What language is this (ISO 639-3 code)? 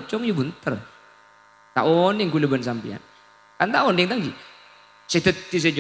mad